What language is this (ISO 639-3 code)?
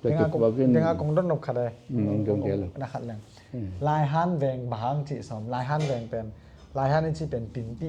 ctd